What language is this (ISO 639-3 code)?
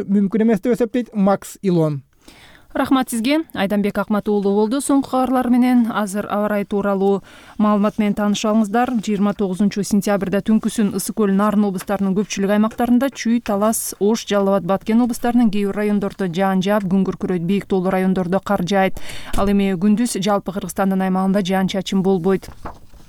kir